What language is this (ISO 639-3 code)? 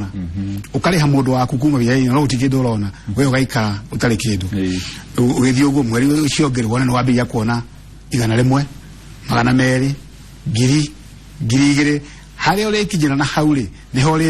kik